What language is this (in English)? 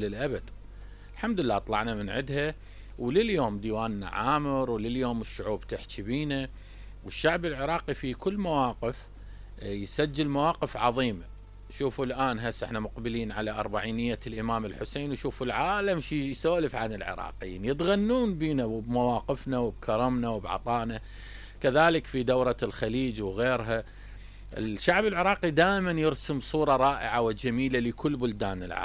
Mesopotamian Arabic